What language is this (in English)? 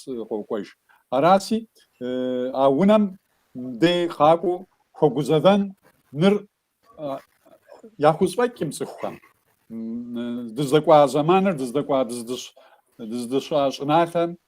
Kabardian